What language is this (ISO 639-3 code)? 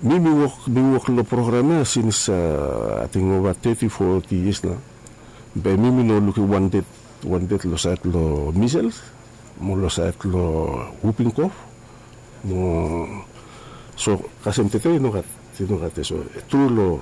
bis